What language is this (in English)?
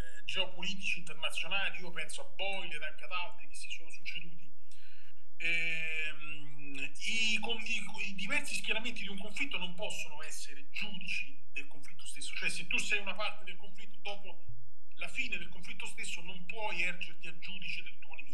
Italian